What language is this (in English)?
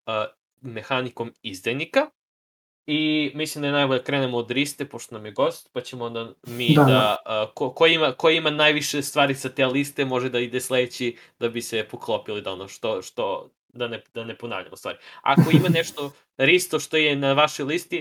Serbian